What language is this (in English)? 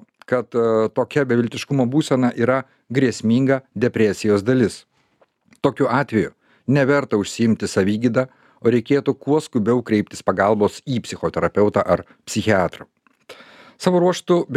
Lithuanian